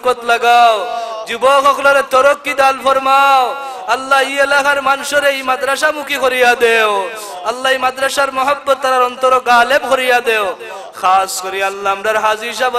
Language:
Sylheti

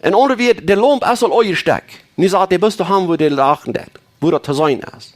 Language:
Plautdietsch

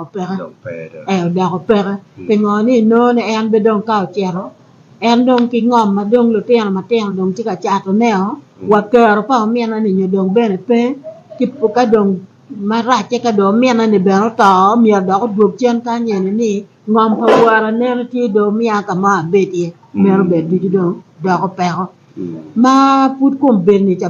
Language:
Acoli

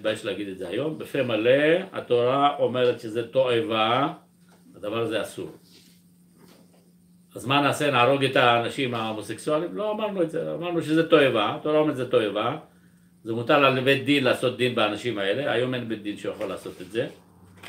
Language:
Hebrew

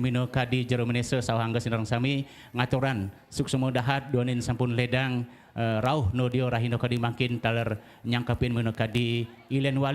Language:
Balinese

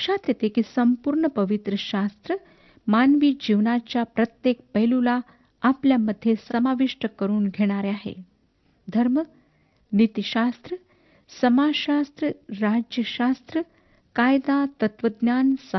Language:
Marathi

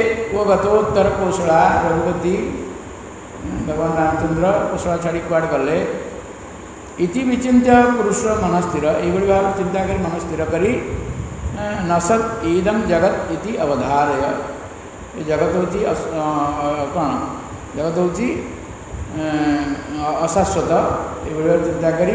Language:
Odia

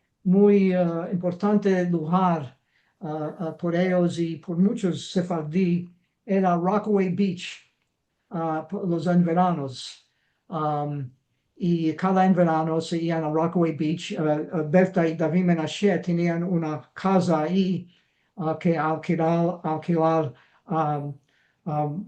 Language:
Ladino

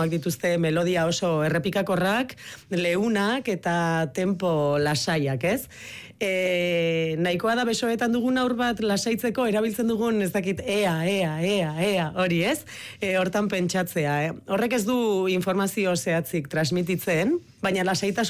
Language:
Basque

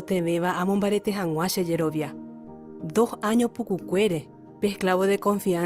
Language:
Guarani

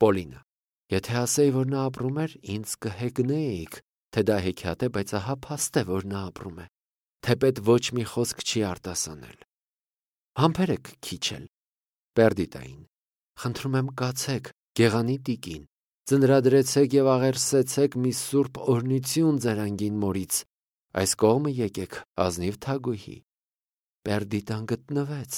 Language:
Armenian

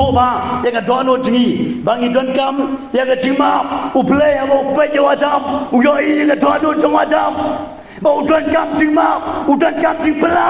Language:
Khasi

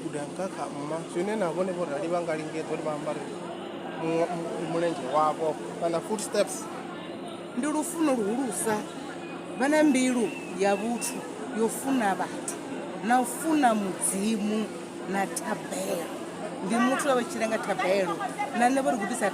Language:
Venda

